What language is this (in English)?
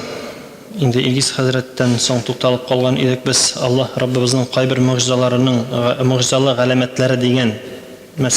Tatar